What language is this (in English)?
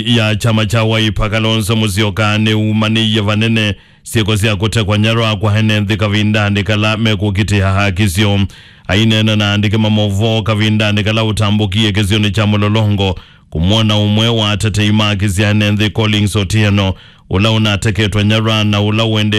Kamba